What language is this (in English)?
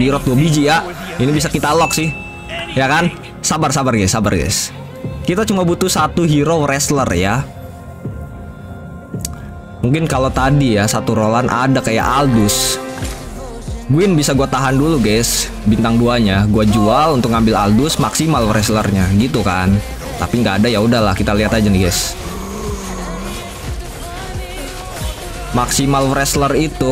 Indonesian